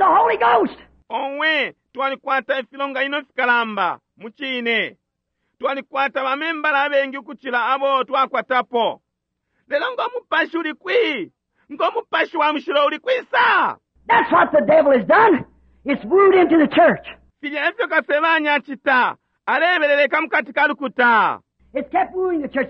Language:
Bemba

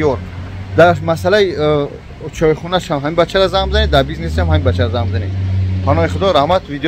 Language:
Tajik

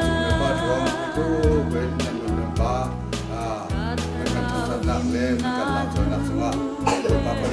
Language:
Hakha Chin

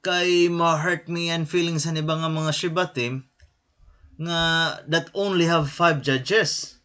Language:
Waray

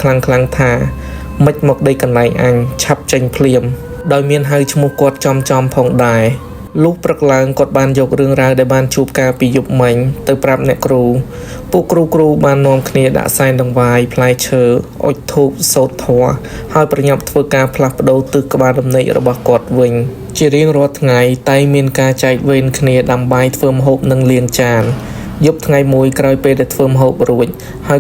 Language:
Khmer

